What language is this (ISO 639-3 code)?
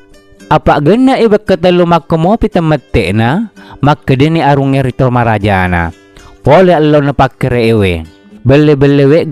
bug